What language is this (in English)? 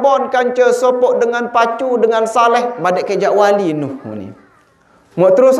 Sasak